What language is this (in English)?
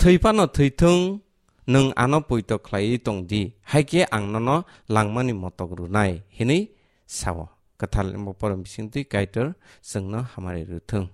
Kok Borok